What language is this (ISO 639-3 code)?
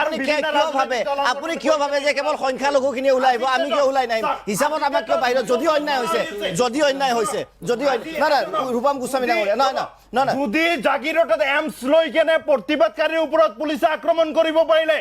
asm